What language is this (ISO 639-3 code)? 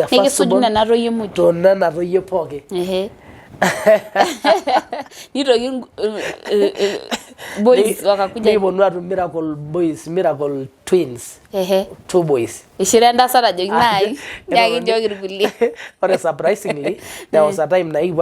mas